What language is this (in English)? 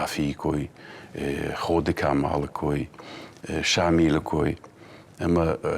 Ossetic